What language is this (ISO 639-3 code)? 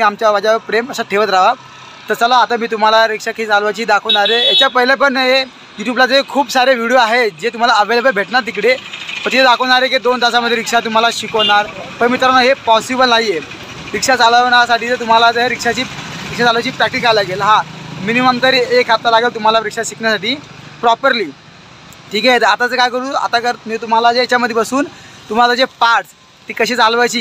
mar